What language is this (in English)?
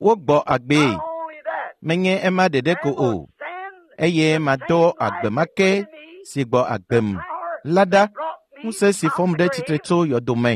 Ewe